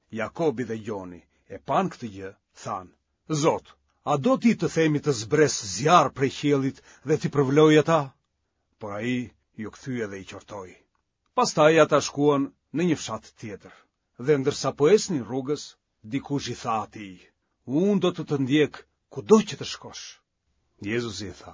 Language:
Albanian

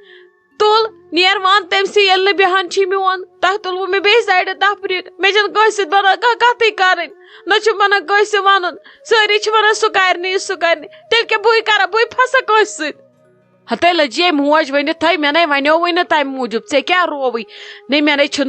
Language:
Kashmiri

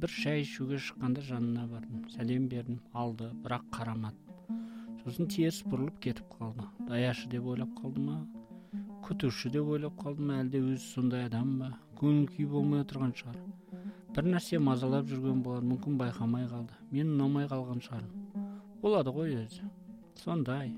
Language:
Kazakh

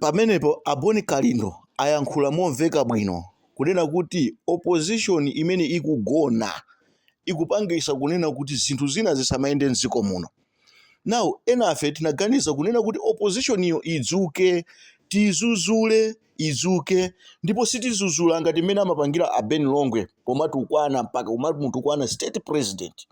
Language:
Nyanja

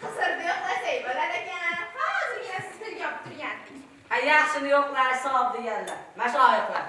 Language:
Uzbek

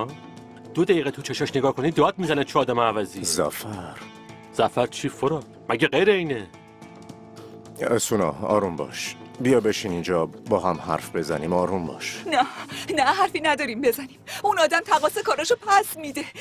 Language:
Persian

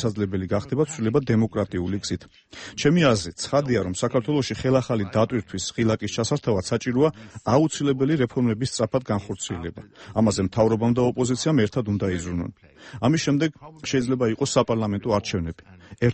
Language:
Georgian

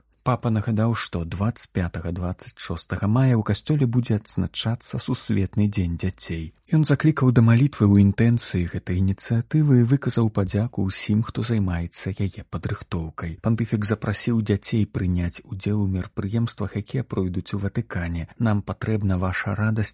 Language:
Belarusian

